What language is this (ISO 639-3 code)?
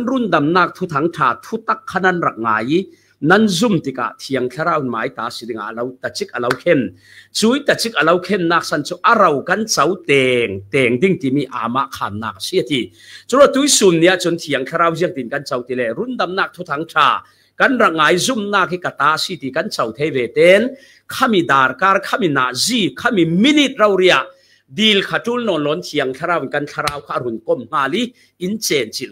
cfm